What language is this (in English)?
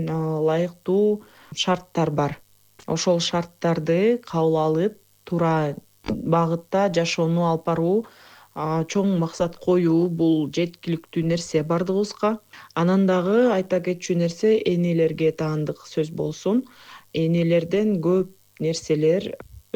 Kyrgyz